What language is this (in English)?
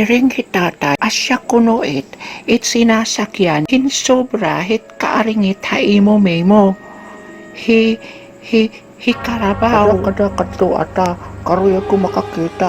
Waray